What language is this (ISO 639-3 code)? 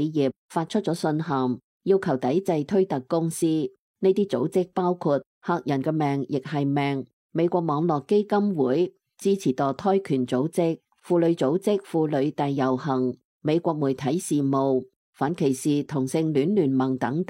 yue